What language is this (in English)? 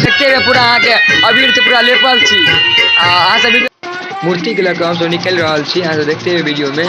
Maithili